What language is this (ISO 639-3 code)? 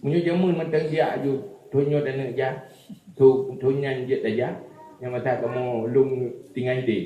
ace